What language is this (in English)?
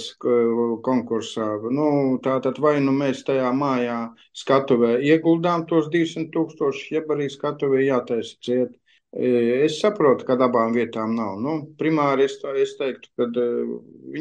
Latvian